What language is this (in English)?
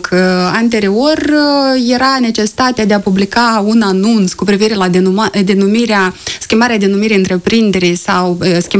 Romanian